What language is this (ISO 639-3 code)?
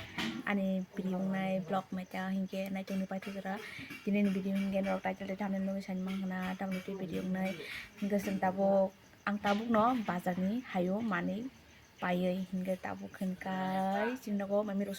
trp